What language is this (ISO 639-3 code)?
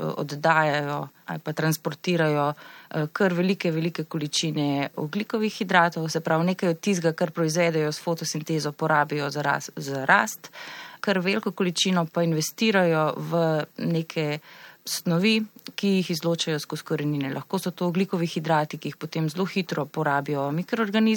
slv